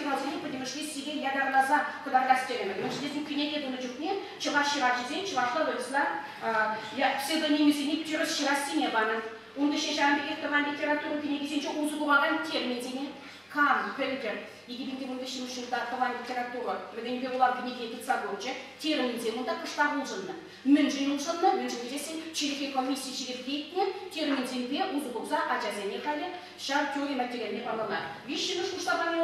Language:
Chuvash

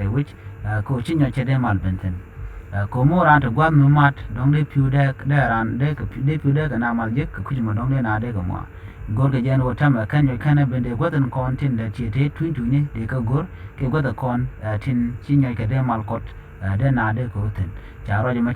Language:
Nuer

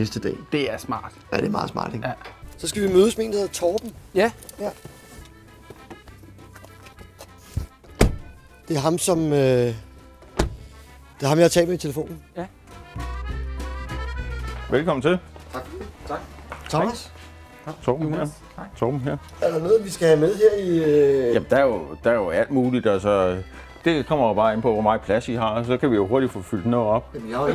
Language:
Danish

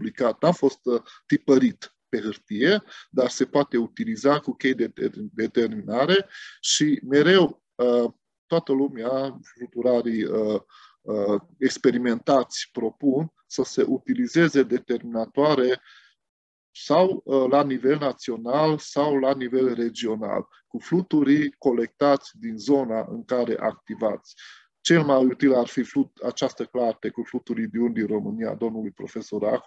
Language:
Romanian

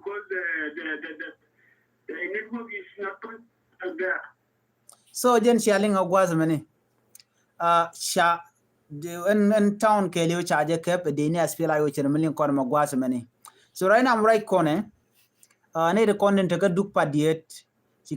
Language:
Nuer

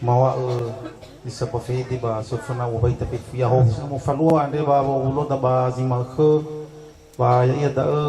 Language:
Nias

